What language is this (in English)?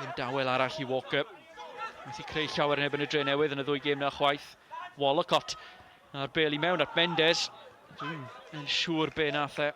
Welsh